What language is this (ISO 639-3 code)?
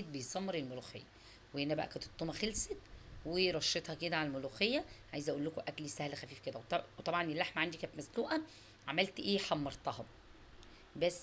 arz